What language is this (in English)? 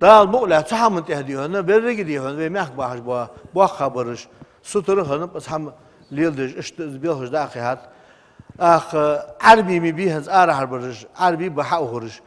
Ingush